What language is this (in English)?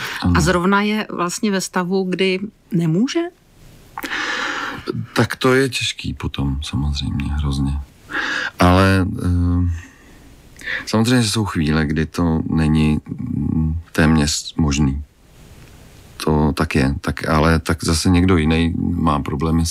Czech